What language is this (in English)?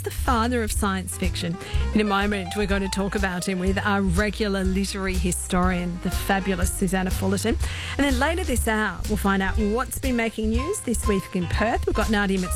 English